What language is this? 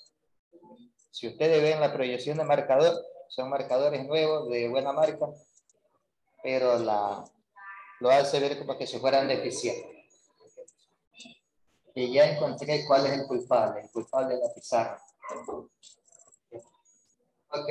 Spanish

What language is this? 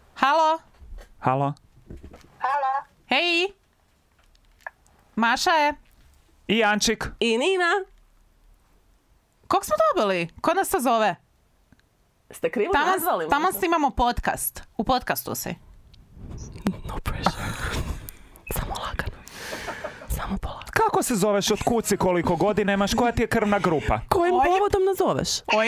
Croatian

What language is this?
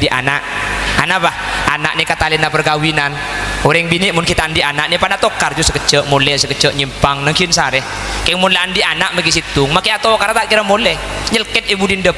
Madurese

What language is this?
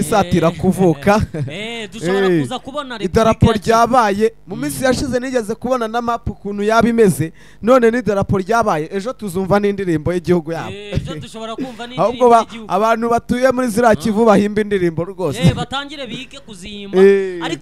Kinyarwanda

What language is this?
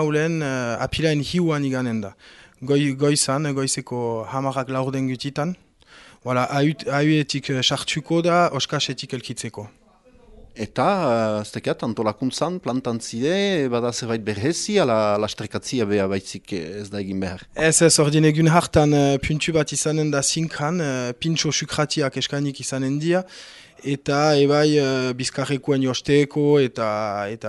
Basque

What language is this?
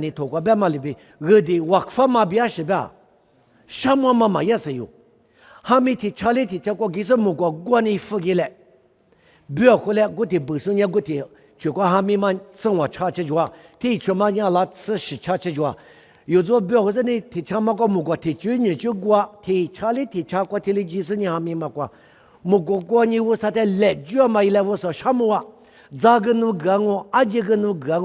Lisu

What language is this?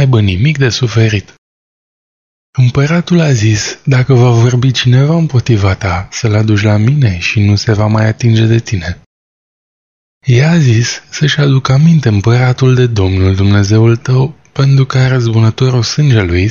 Romanian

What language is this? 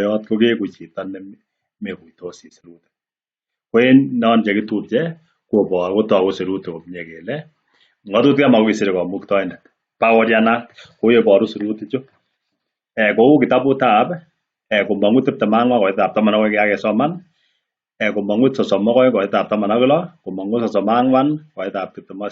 Kalenjin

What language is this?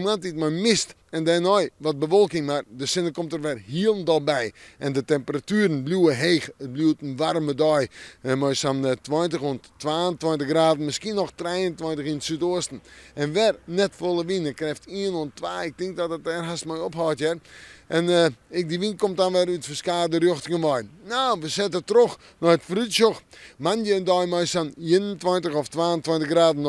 Western Frisian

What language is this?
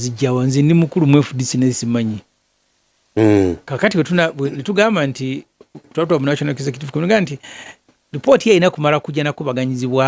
Ganda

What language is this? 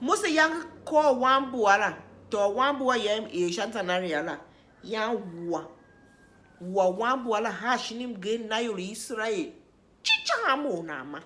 Tiv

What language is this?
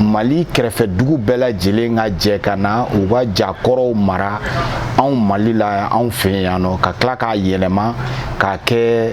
Bambara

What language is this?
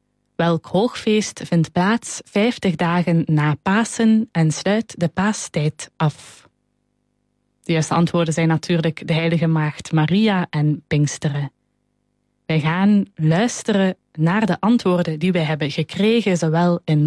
Dutch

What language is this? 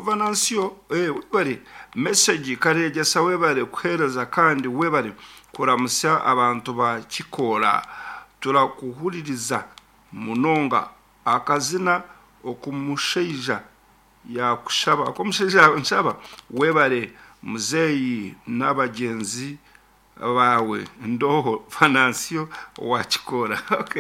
Nyankole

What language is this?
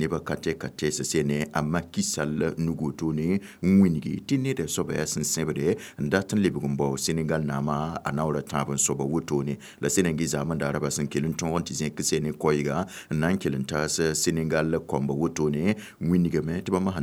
Mossi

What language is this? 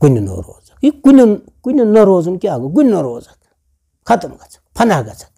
Kashmiri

